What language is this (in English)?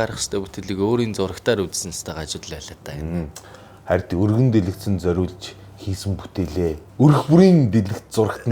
Mongolian